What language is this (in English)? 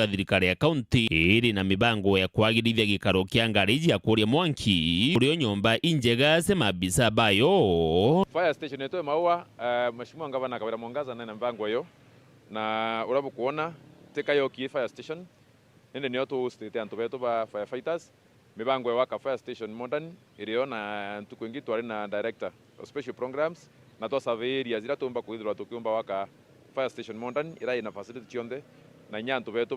Meru